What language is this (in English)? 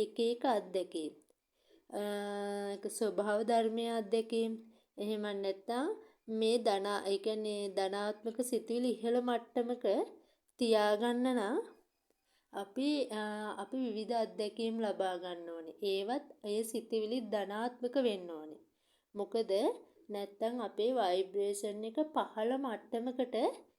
Sinhala